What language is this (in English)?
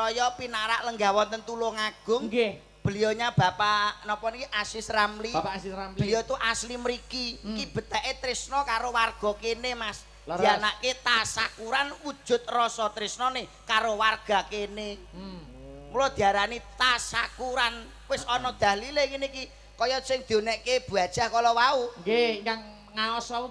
Javanese